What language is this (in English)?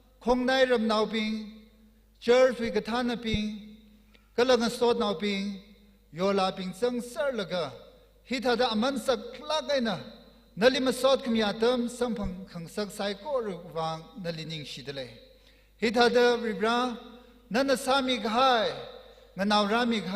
Tangkhul Naga (India)